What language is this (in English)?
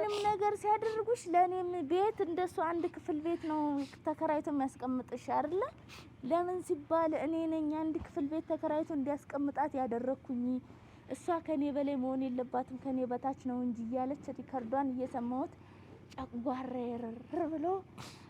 Amharic